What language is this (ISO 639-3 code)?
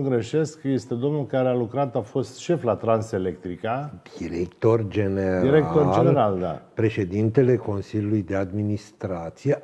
ron